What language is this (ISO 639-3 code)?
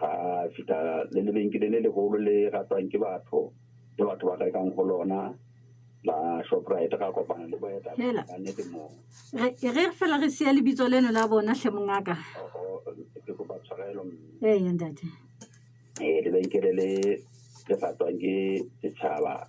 sot